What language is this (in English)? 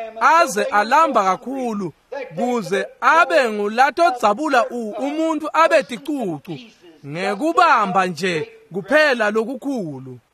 Swati